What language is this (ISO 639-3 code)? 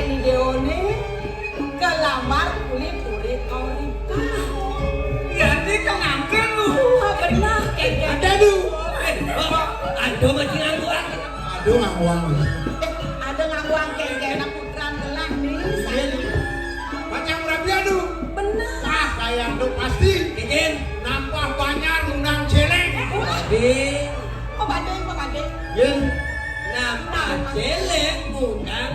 ban